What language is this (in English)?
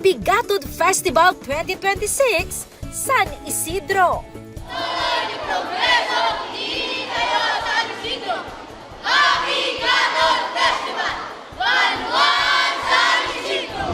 Iloko